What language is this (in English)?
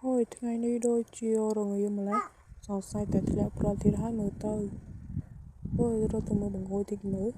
Khmer